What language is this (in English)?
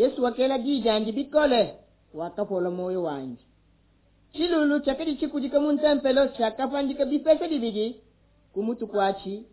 Luba-Lulua